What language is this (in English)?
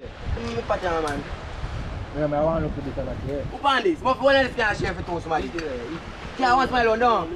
Jamaican Creole English